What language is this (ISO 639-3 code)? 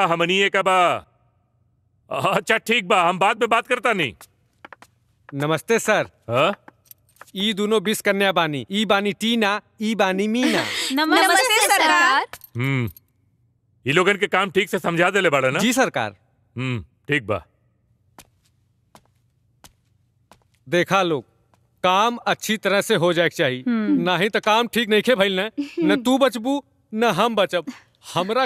bho